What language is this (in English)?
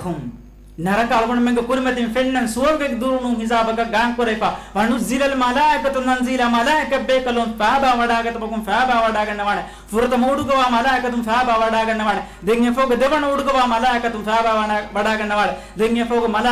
Divehi